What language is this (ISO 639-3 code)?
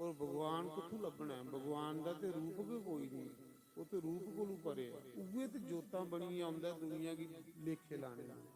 doi